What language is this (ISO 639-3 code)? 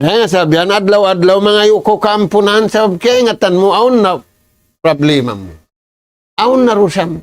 tsg